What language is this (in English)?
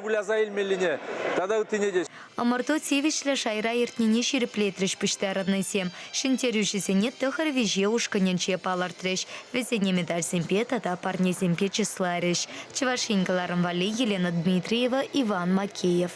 Chuvash